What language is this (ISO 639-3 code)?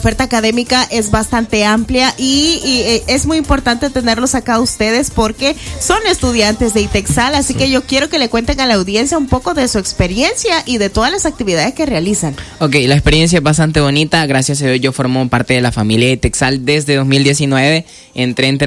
spa